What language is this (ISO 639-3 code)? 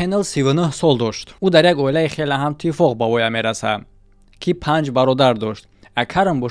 tgk